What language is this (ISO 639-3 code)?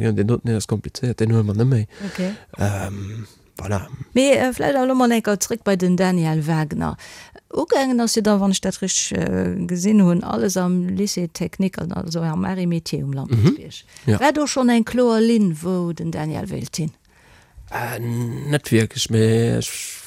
ltz